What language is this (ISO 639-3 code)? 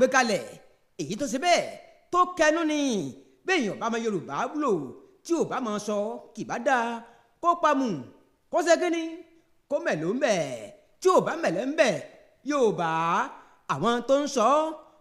yor